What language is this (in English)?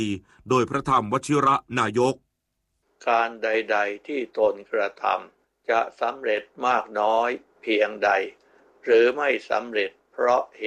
Thai